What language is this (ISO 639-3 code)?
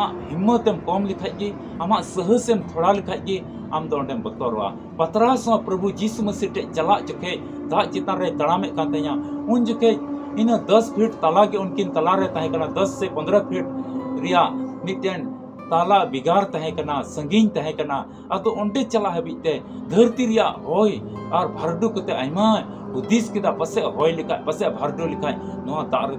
sat